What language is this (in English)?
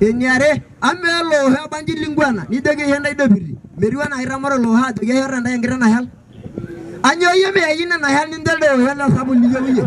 Masai